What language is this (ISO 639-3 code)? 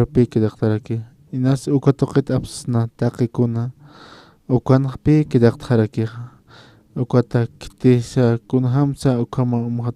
aym